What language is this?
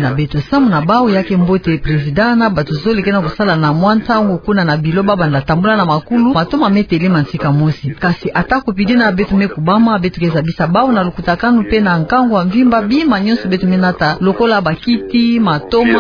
Kituba (Democratic Republic of Congo)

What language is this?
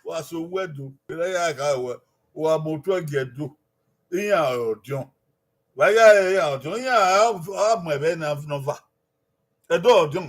Bini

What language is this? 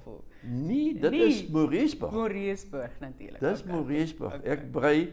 Afrikaans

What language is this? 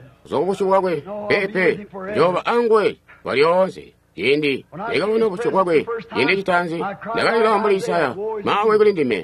Tonga (Zambia)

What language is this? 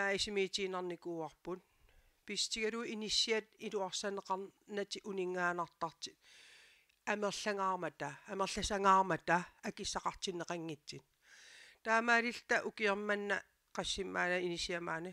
Kalaallisut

